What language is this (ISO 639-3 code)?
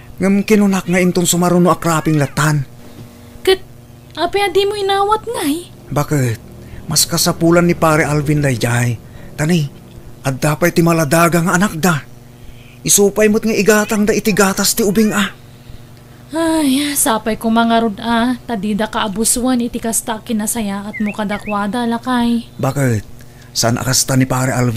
ilo